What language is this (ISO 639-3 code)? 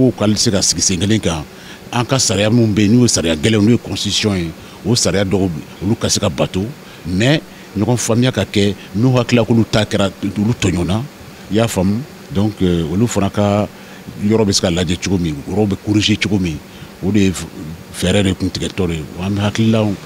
bam